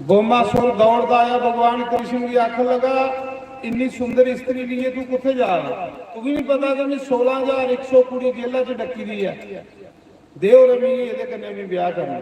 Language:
Dogri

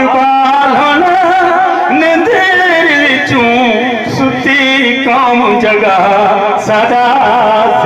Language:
Saraiki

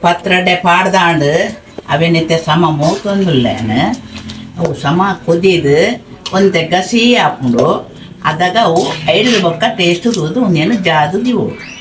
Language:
Tulu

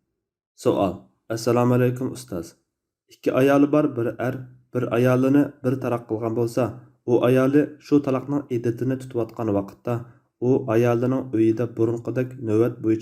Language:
Uyghur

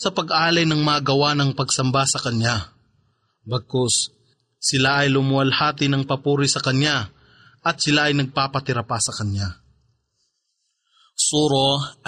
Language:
Filipino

